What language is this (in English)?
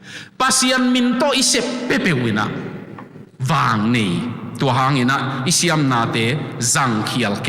Tedim Chin